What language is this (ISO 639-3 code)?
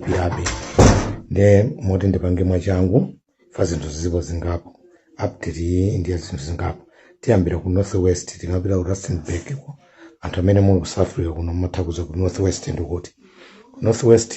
nya